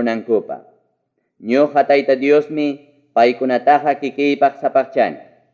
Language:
Ayacucho Quechua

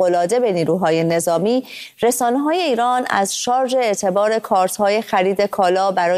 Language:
Persian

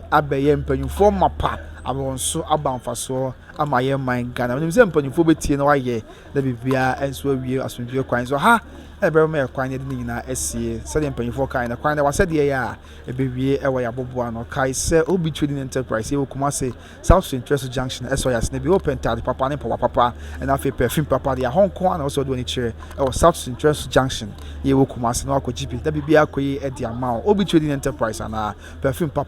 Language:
Akan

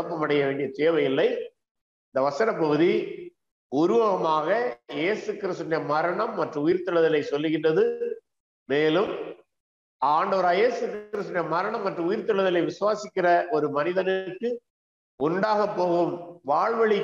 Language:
Tamil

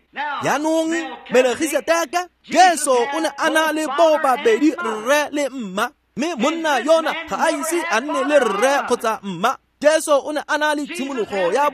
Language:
Tswana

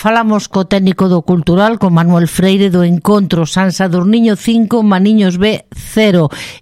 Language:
Galician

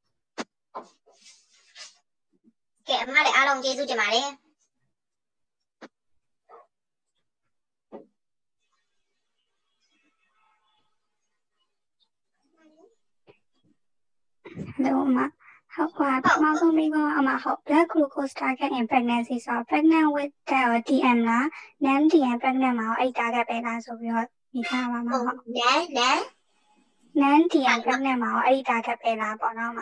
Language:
Burmese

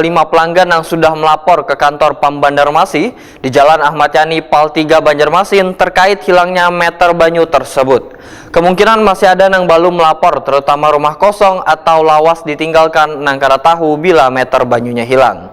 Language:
Banjar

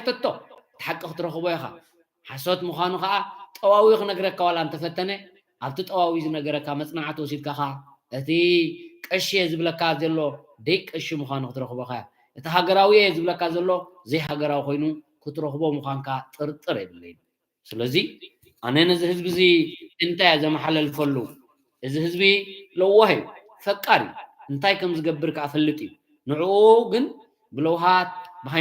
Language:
Tigrinya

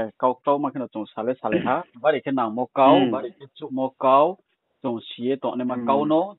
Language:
Riang (India)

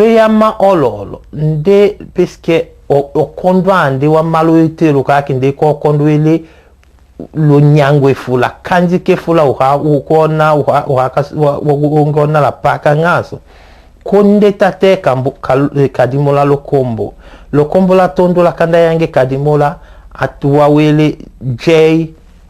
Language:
Tetela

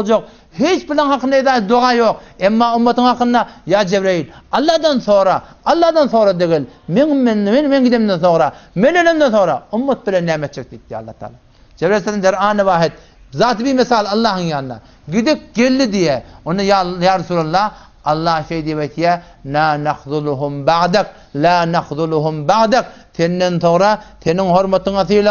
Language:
Turkmen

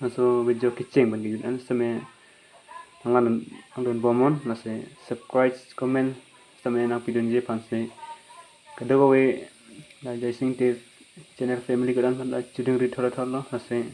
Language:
Karbi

